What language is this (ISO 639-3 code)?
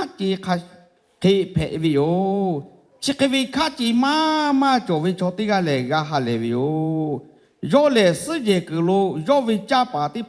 lhu